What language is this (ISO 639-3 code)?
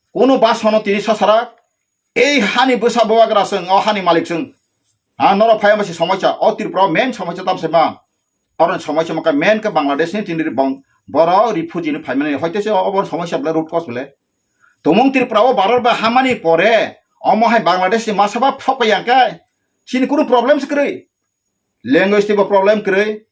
trp